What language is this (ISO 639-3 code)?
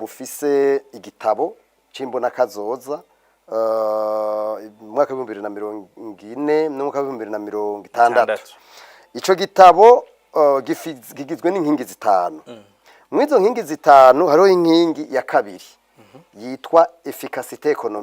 run